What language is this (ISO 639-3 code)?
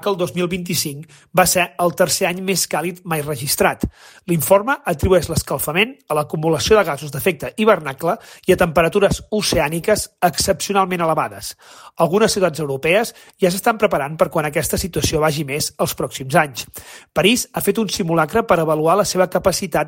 cat